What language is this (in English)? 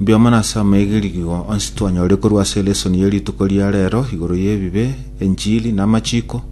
Gusii